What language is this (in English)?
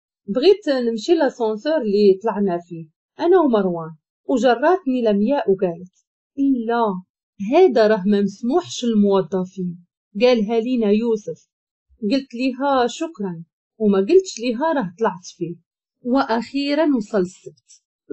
Moroccan Arabic